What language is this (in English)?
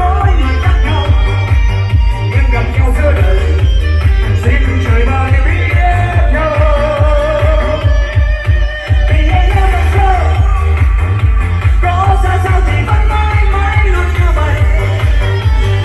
Vietnamese